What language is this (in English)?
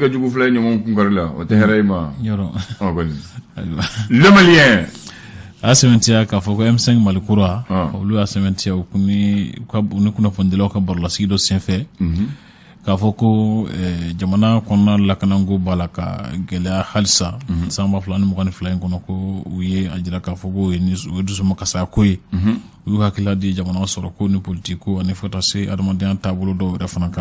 Bambara